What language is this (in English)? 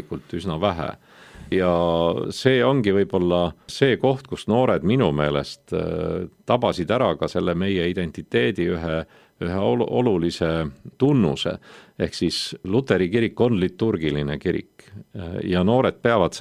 Estonian